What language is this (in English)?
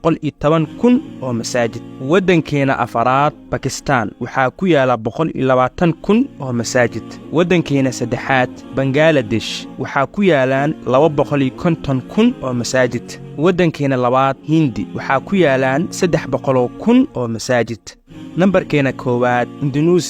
Somali